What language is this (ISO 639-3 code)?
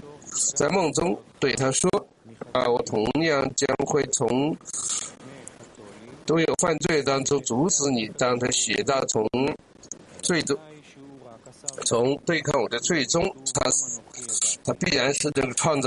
zho